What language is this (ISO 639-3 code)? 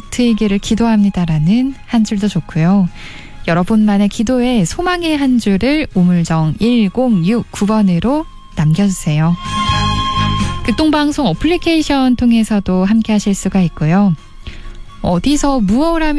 kor